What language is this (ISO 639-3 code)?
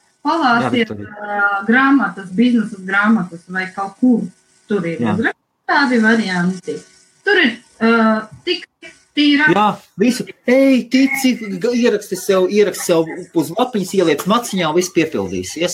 lav